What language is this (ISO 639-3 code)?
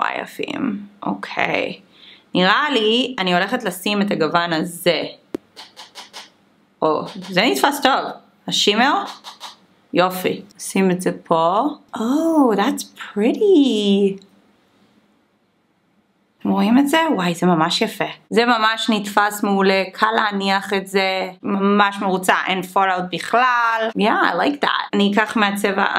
heb